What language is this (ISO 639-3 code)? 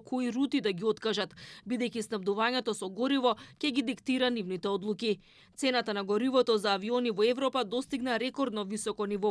mkd